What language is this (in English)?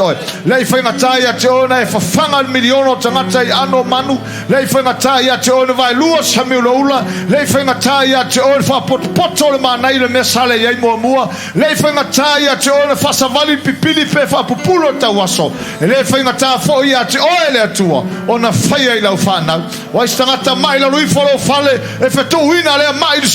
Samoan